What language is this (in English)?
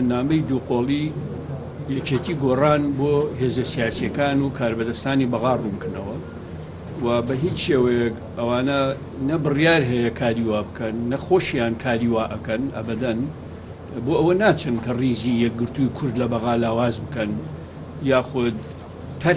Central Kurdish